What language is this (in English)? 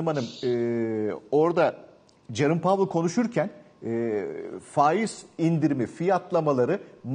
Turkish